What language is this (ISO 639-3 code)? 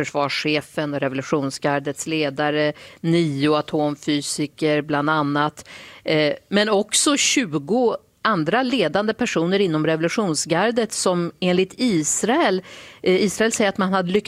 swe